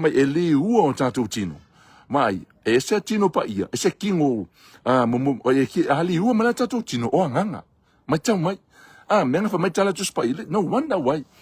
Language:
Samoan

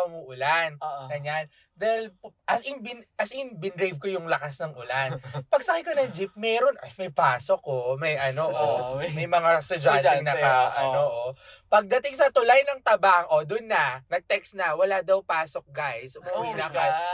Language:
Filipino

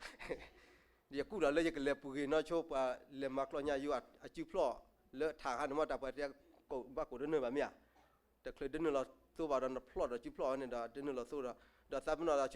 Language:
S'gaw Karen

